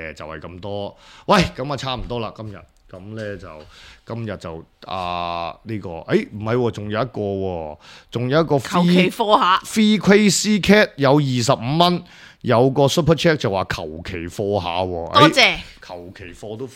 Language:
Cantonese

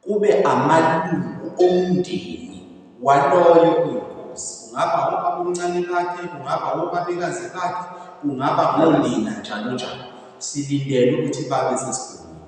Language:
Zulu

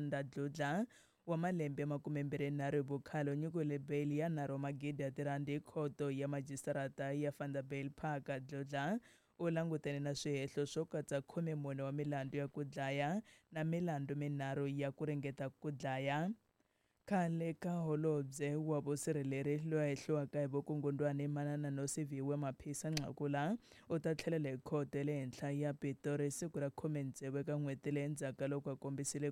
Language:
Tsonga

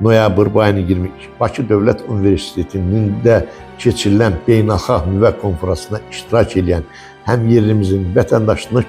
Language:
Azerbaijani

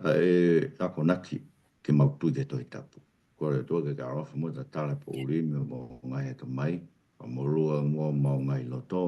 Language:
Tongan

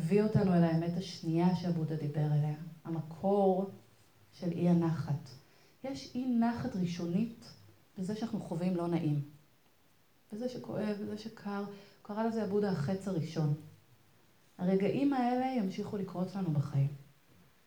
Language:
Hebrew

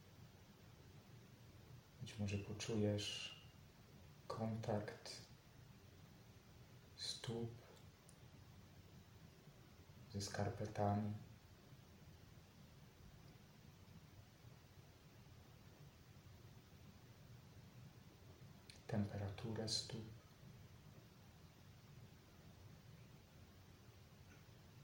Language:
Polish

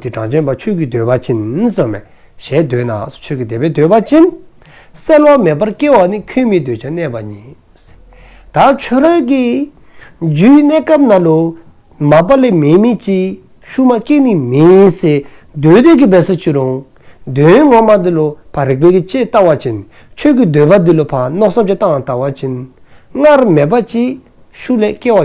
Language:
Dzongkha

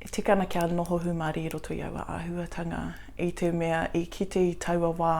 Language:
Māori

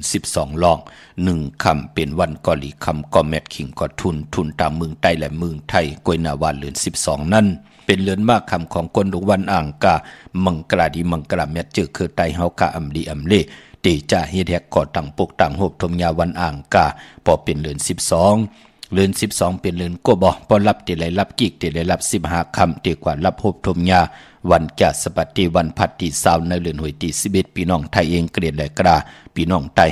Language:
Shan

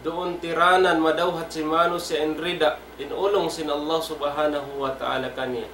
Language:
Tausug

